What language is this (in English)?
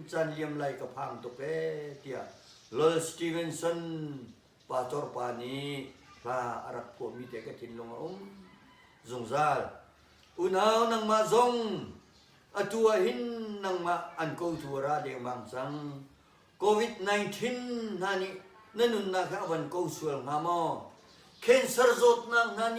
Hakha Chin